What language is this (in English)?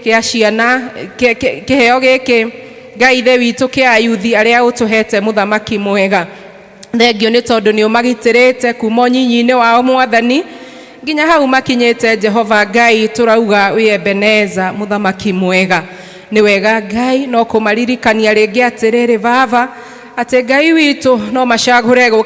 Kikuyu